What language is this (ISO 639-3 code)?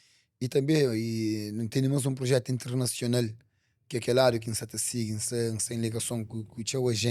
kea